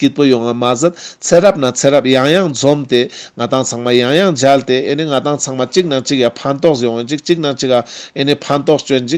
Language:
Ladakhi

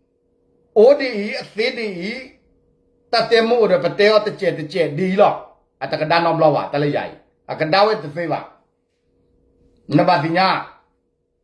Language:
S'gaw Karen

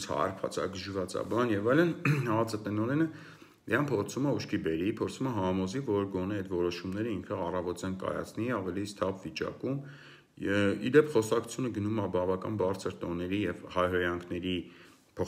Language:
Armenian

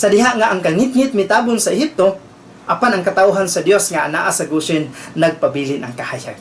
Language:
Cebuano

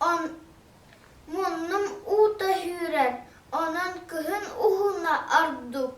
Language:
Yakut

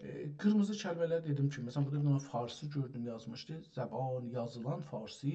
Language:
South Azerbaijani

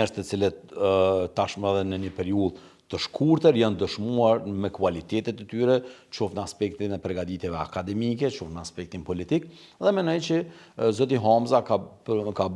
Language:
Albanian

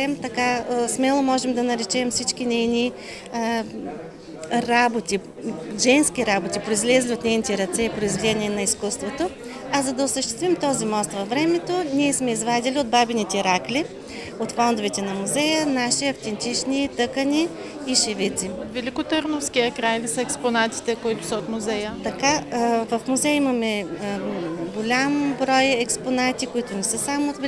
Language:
Bulgarian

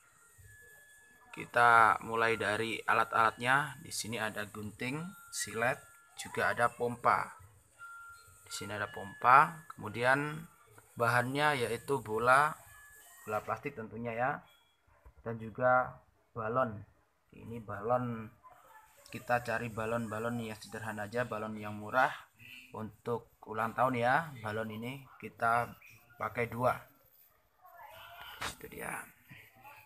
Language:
Indonesian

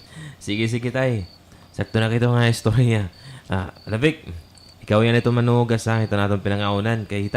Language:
Waray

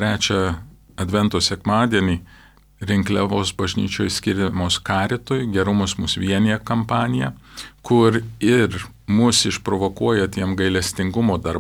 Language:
Lithuanian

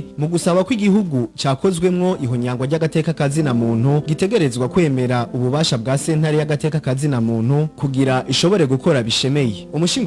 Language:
Rundi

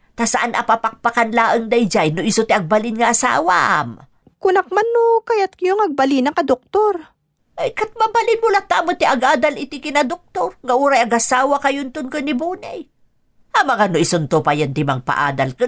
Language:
Iloko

